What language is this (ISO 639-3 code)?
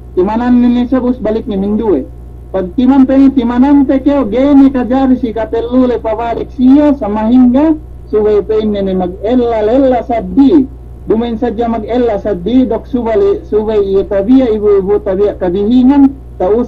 yka